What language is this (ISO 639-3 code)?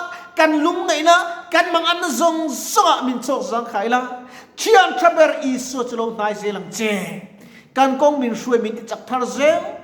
lus